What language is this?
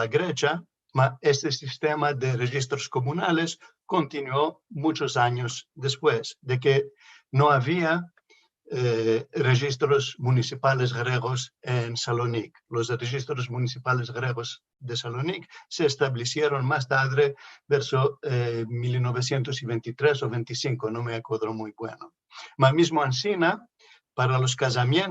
Ladino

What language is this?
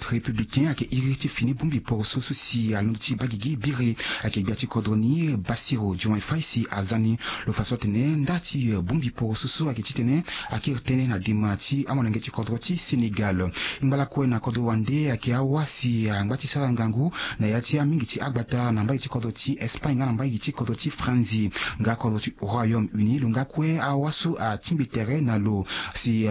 Sango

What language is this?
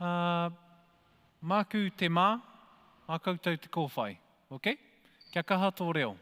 Māori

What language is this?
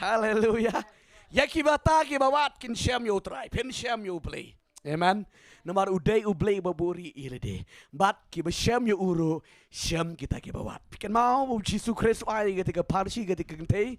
Khasi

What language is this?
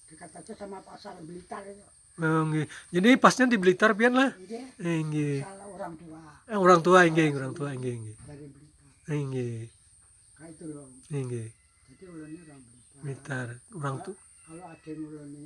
Banjar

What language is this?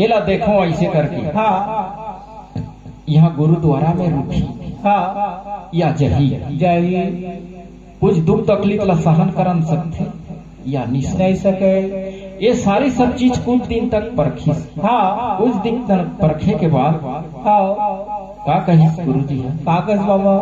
Chhattisgarhi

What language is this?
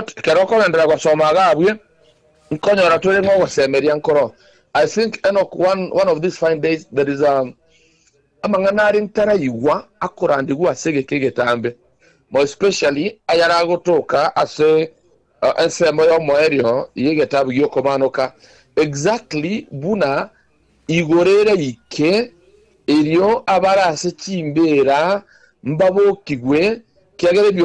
Gusii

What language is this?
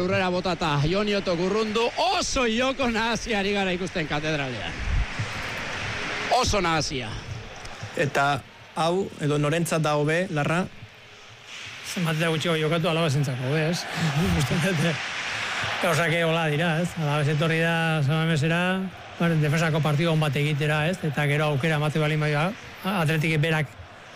Basque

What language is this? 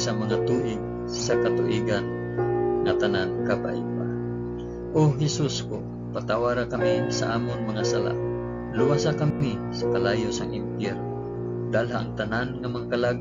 Hiligaynon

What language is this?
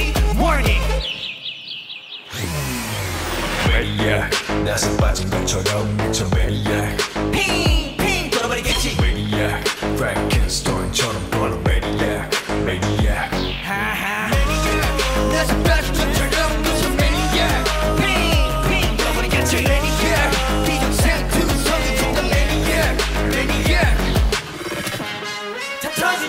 Korean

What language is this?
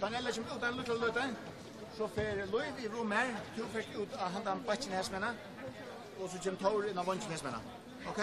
Faroese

